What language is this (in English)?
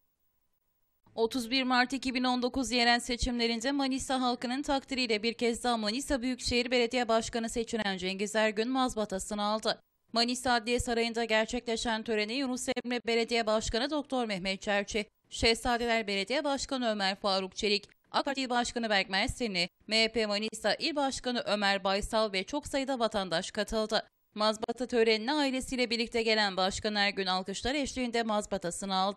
Turkish